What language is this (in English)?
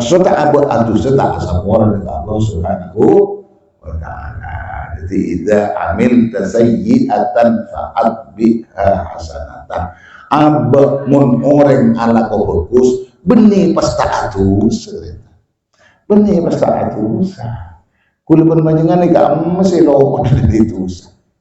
Madurese